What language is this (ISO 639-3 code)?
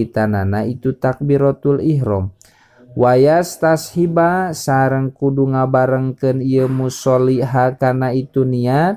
sun